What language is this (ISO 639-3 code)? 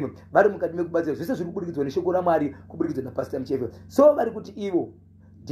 sna